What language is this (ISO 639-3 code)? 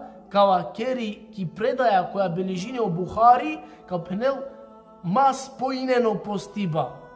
rmn